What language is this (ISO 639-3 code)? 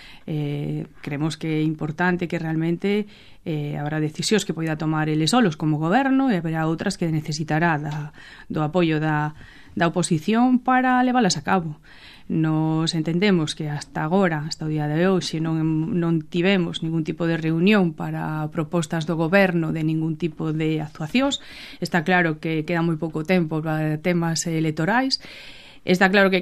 glg